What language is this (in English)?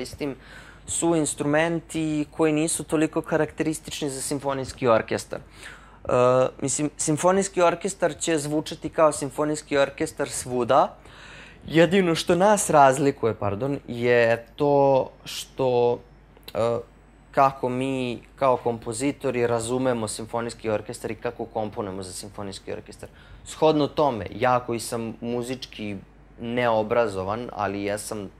Serbian